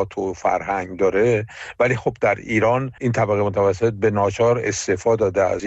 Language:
Persian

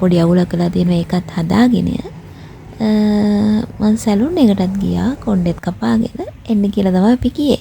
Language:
Sinhala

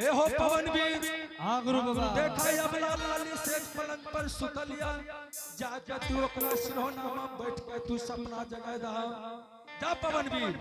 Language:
Angika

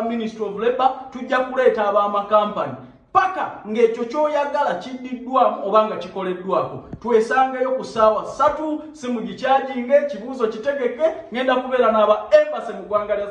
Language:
Ganda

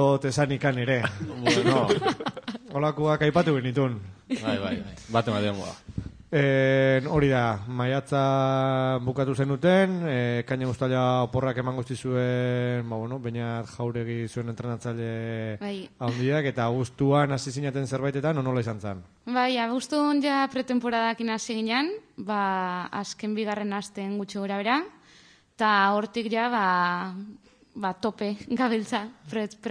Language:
Basque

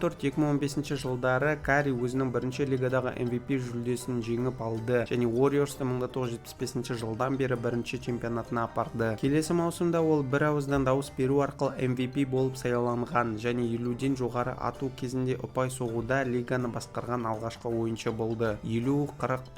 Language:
Kazakh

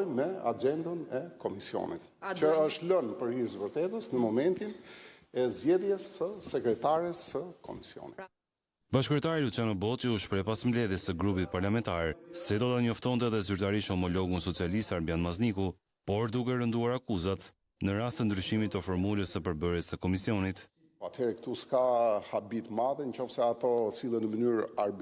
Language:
Albanian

